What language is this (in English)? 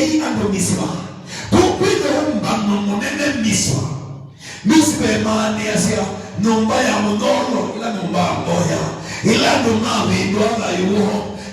Kamba